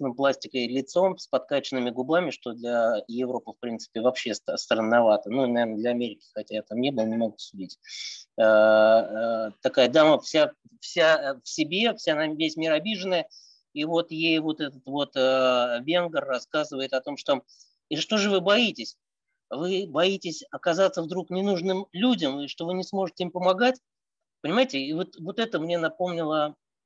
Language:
Russian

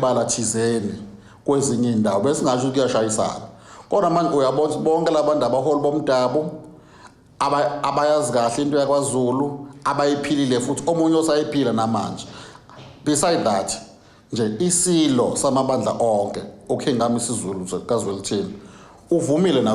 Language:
Zulu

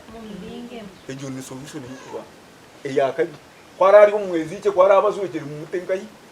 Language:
Nyankole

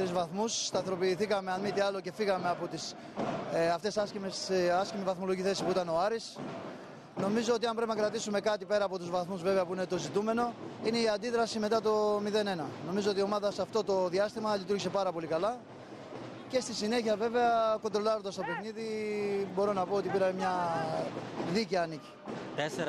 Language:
Greek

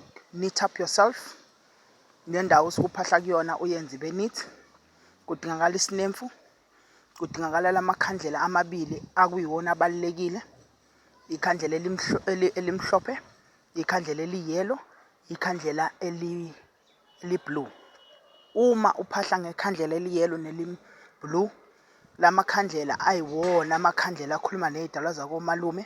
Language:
Zulu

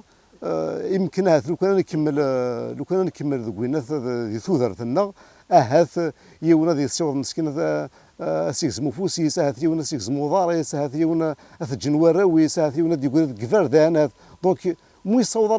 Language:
Kabyle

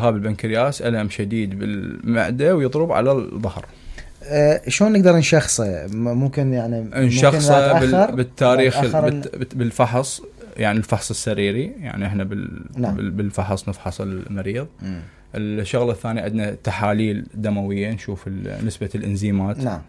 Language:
Mesopotamian Arabic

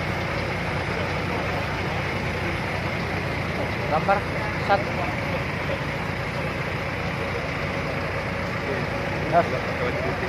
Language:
Malay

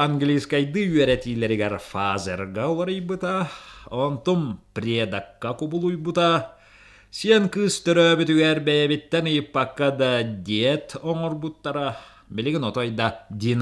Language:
Yakut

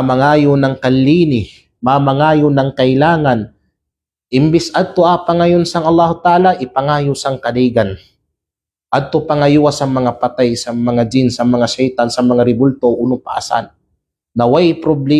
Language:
Kalagan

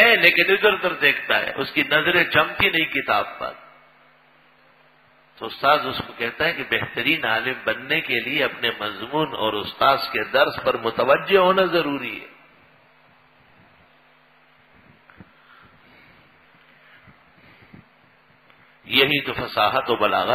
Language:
Urdu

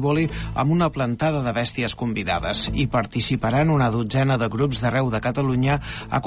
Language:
Catalan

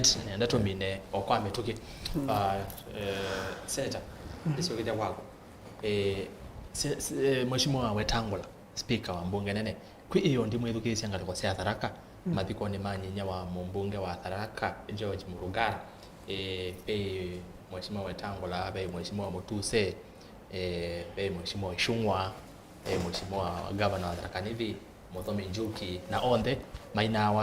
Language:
Kamba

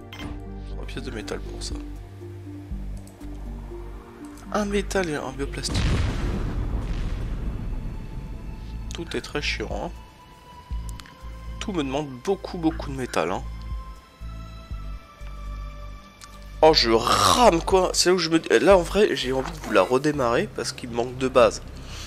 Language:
French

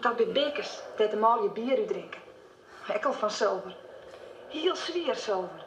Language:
Western Frisian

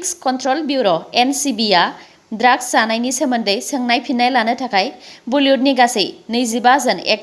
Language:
Bodo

